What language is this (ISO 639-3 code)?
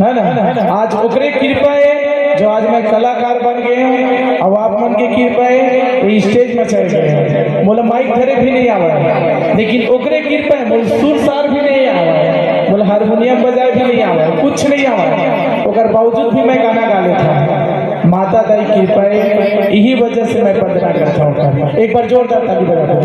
hne